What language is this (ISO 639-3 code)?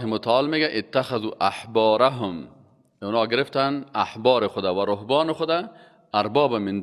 fas